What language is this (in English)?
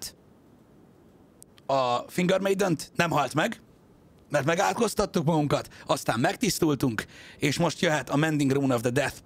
Hungarian